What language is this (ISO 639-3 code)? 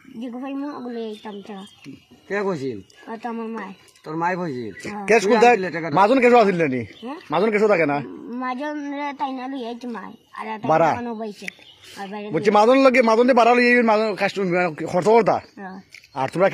syl